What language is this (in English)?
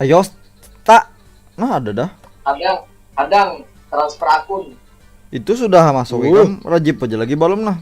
Banjar